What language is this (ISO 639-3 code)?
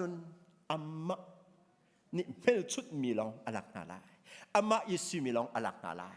cnh